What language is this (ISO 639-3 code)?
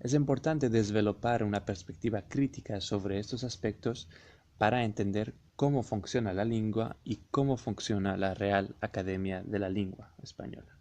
lad